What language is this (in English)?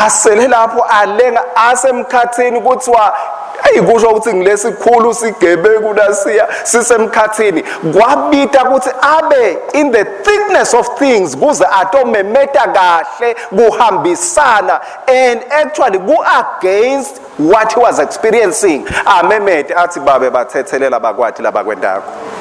Swati